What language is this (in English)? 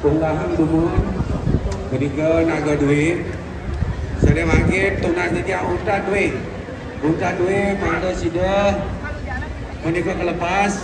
Balinese